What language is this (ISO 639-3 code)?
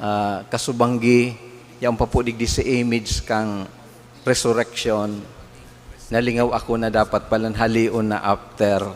bik